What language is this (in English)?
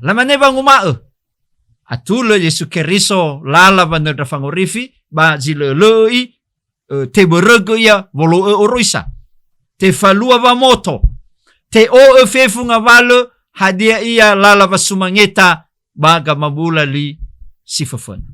Nias